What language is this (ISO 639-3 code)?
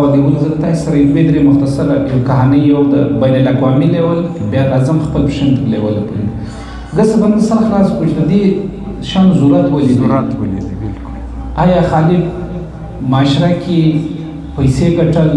pus